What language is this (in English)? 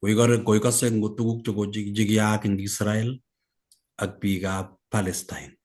Kalenjin